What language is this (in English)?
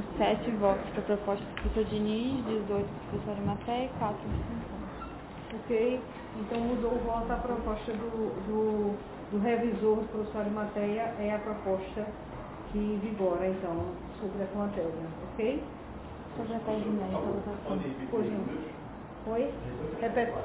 Portuguese